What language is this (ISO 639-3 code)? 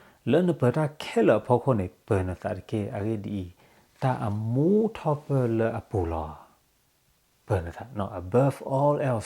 ksw